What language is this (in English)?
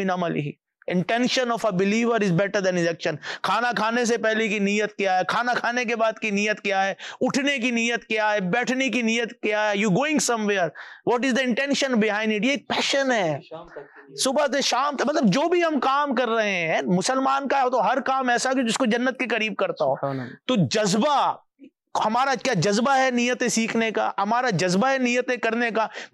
Urdu